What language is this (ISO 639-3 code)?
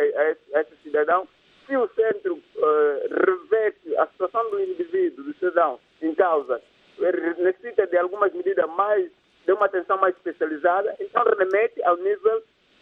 por